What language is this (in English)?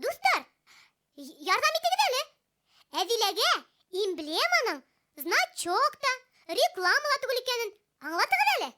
Bashkir